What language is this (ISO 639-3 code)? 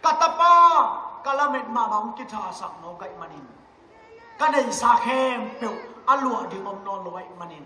ctd